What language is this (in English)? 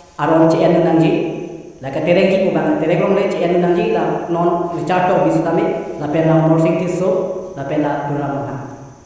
Karbi